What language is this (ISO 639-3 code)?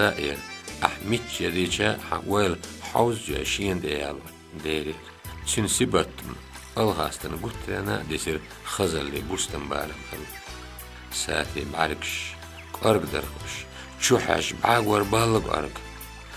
che